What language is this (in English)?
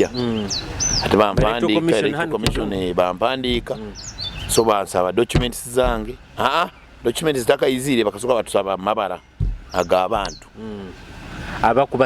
Nyoro